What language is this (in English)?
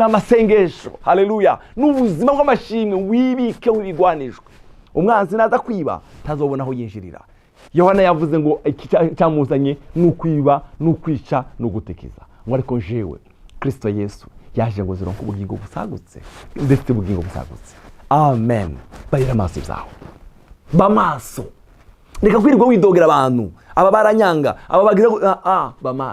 Rundi